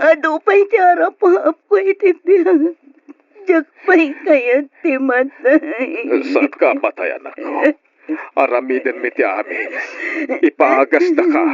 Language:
Iloko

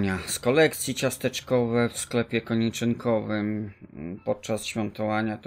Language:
Polish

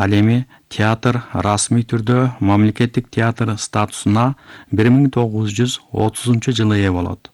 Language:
Kyrgyz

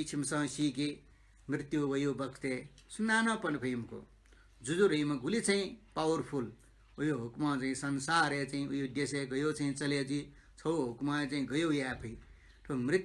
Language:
Newari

